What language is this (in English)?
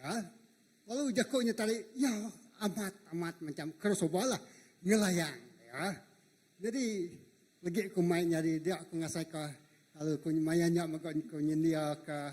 Iban